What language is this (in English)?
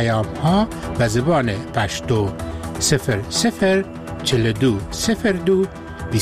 Persian